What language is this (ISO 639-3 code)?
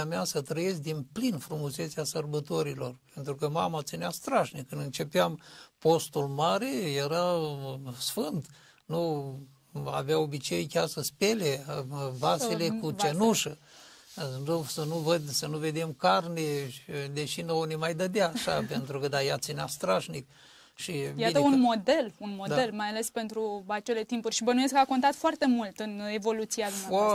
ron